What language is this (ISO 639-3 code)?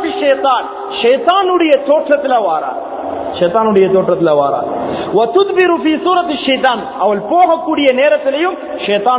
tam